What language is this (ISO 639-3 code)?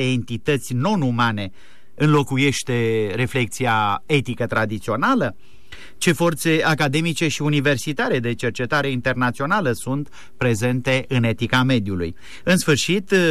ron